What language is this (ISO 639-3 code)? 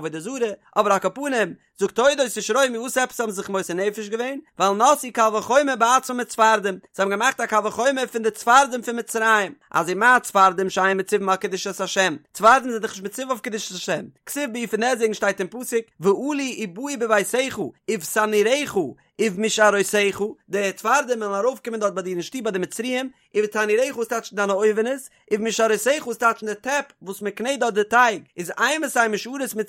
yid